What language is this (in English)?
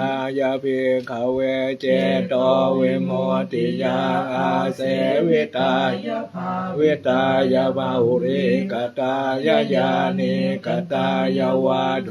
Pali